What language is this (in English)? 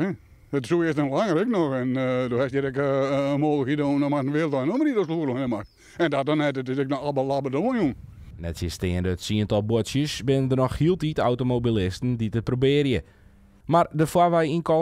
Western Frisian